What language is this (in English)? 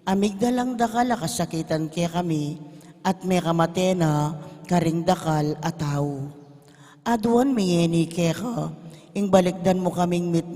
Pampanga